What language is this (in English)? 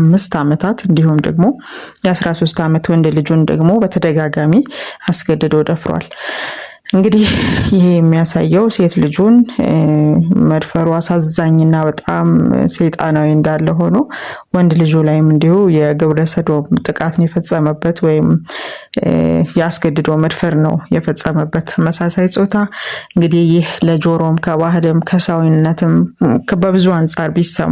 Amharic